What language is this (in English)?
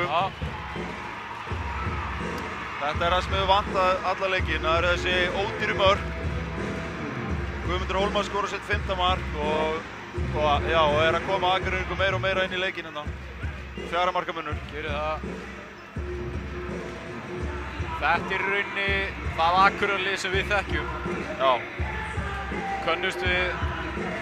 Icelandic